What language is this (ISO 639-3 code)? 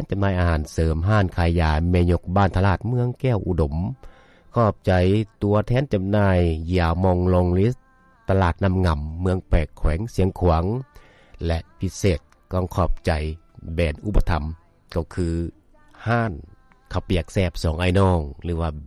lao